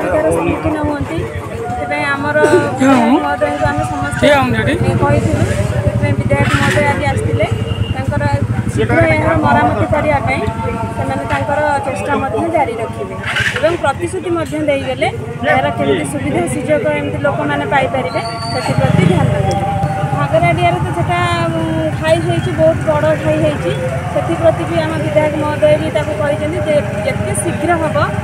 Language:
Odia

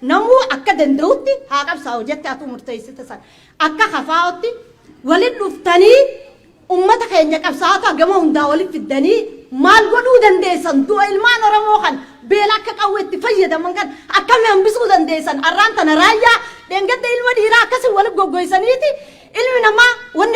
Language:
Oromo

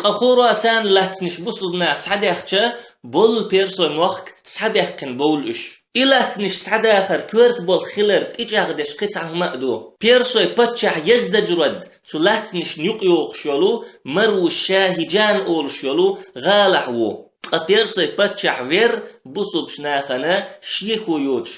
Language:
Chechen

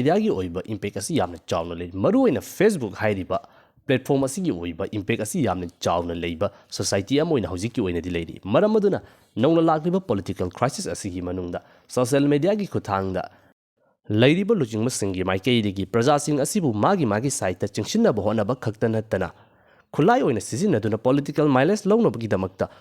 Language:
Manipuri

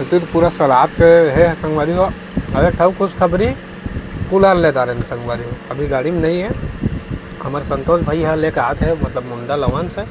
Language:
Chhattisgarhi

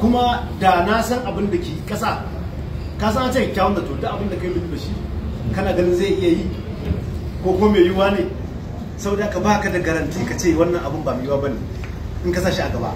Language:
Hausa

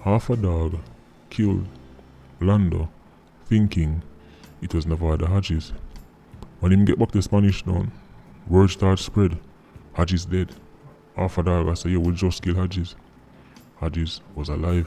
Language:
Jamaican Creole English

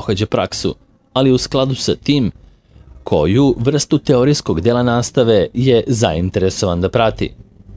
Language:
Serbian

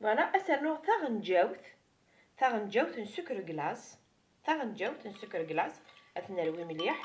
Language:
Kabyle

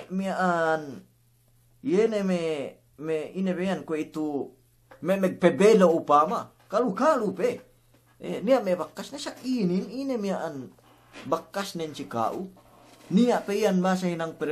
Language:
Yakan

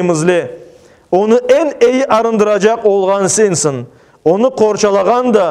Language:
Crimean Tatar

